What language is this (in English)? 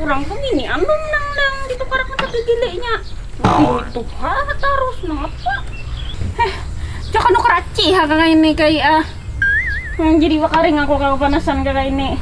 Banjar